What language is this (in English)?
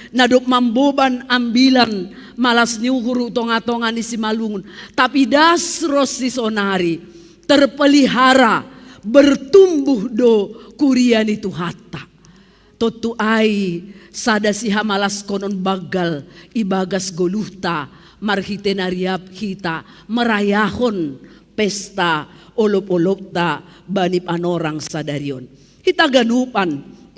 Batak Simalungun